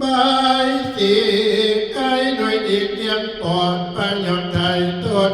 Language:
Northeastern Thai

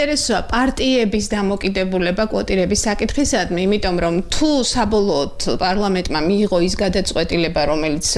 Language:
Georgian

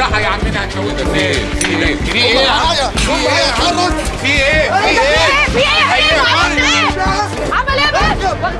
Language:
Egyptian Arabic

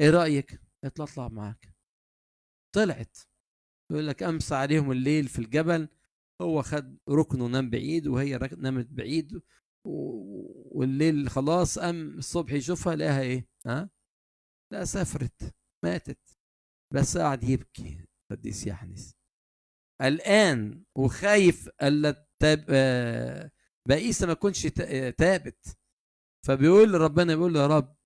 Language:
Egyptian Arabic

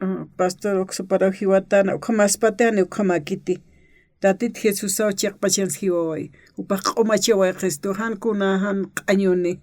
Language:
Aymara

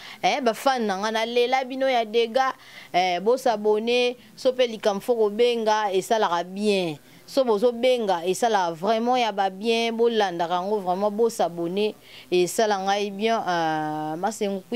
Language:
Lingala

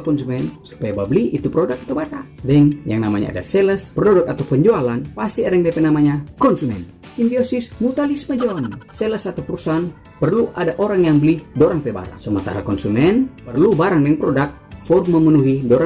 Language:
Manado Malay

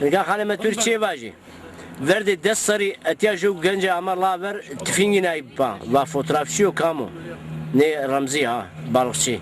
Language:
Zaza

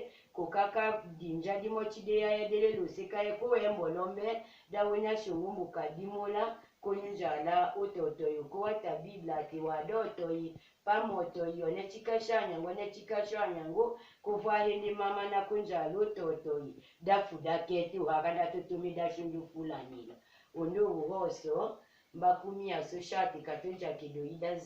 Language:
Tetela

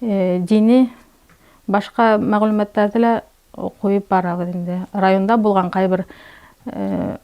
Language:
Bashkir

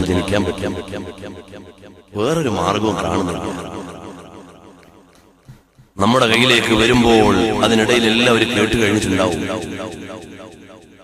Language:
Malayalam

